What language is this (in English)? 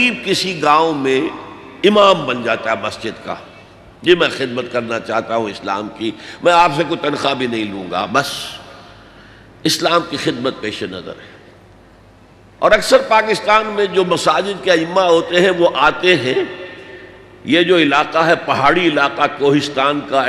Urdu